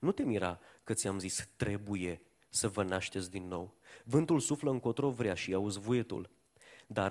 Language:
Romanian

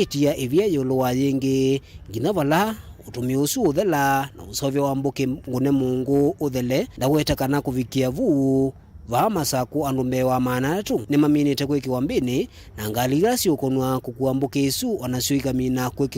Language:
Kamba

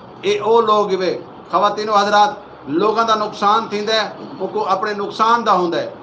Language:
Saraiki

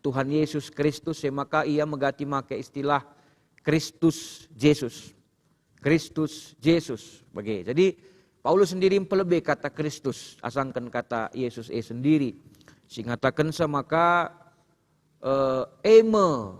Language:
Batak Karo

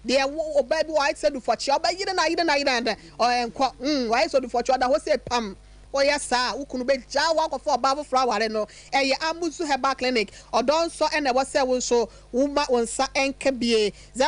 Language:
Akan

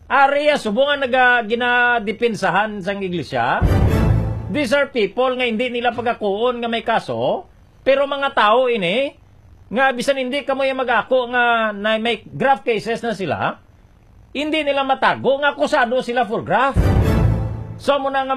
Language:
Hiligaynon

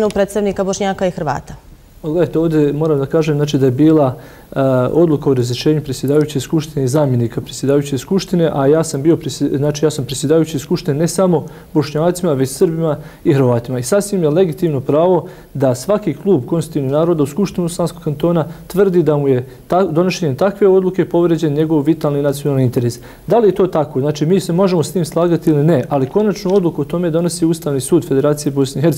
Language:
Bosnian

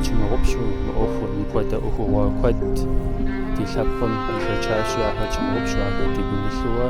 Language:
Kabardian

